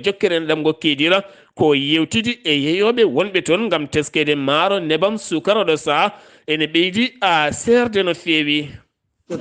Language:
Fula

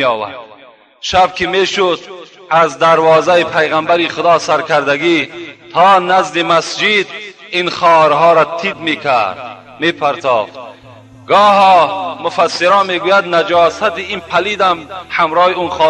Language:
Tajik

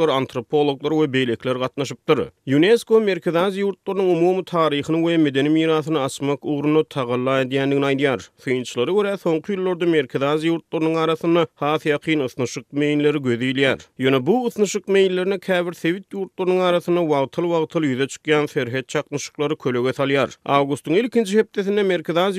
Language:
Turkmen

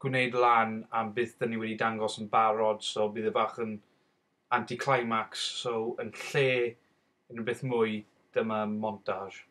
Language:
Welsh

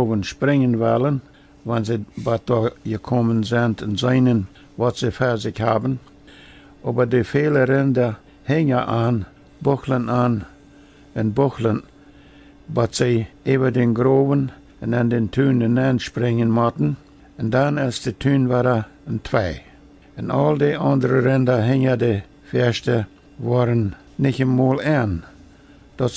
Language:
Plautdietsch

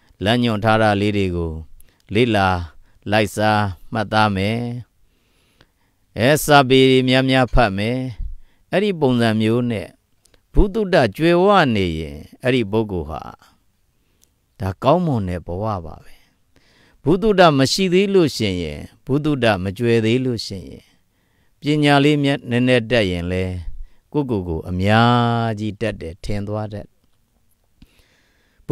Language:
Burmese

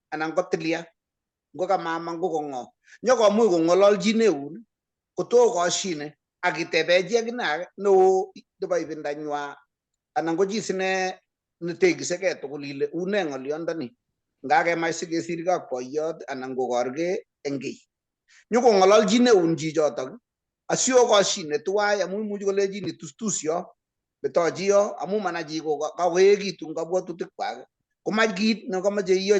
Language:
Kalenjin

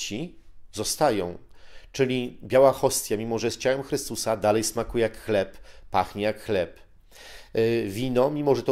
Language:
Polish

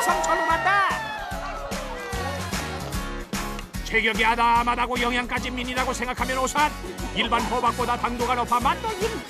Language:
Korean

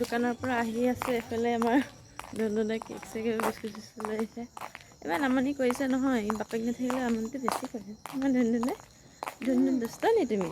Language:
Assamese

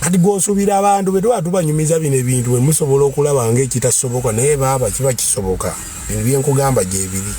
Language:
Ganda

